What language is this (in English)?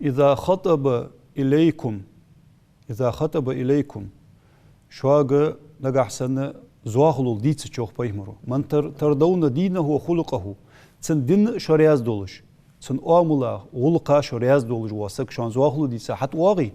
Ingush